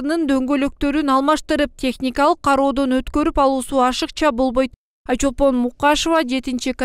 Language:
Kyrgyz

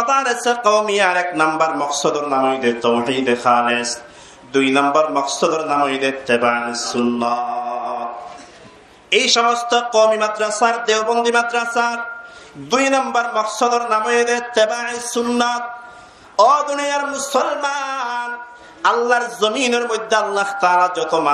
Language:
Rohingya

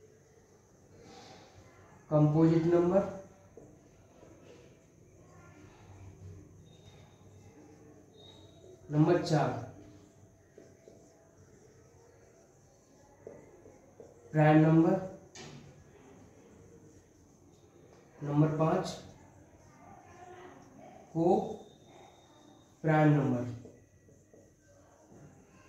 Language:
Hindi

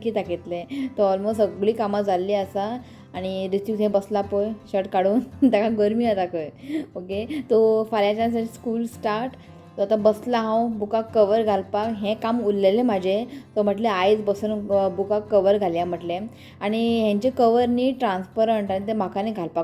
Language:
Konkani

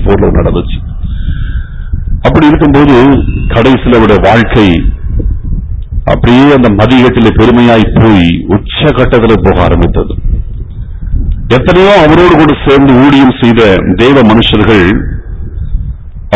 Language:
Tamil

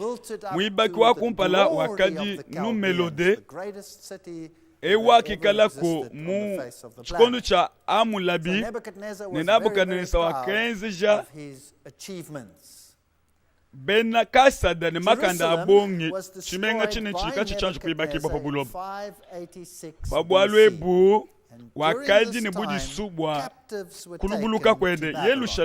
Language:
Luba-Lulua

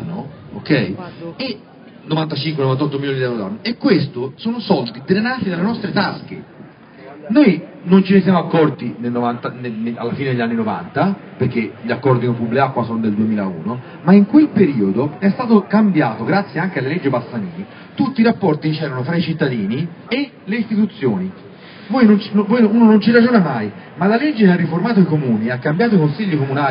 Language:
Italian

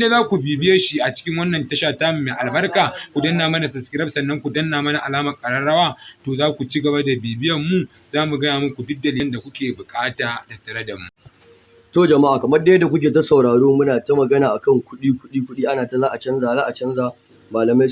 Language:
Hausa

